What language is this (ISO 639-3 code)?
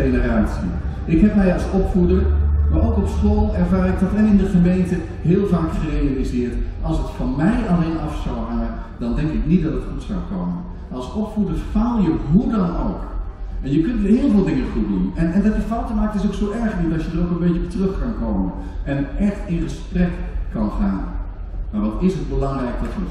nld